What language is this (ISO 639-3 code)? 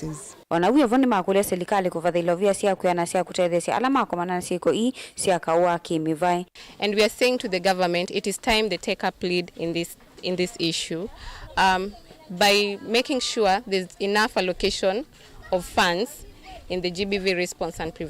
kam